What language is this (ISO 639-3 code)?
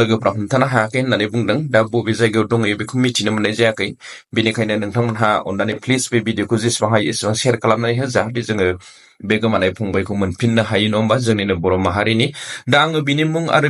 brx